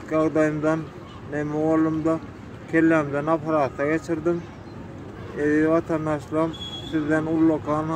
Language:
Turkmen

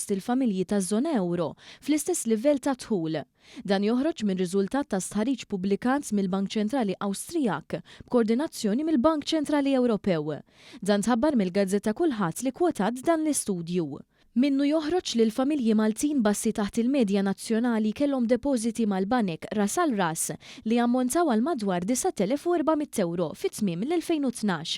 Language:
Maltese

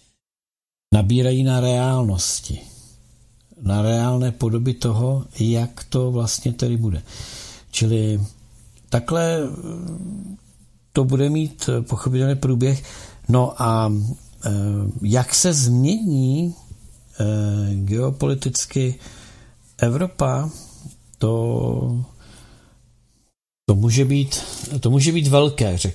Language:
Czech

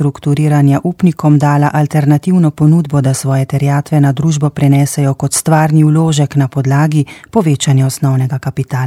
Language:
Slovenian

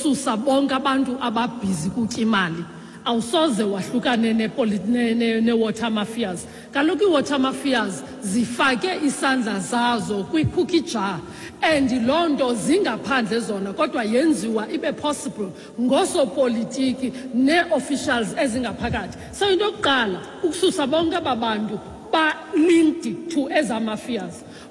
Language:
Xhosa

